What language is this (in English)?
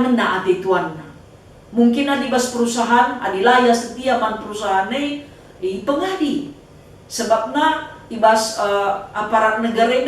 Batak Karo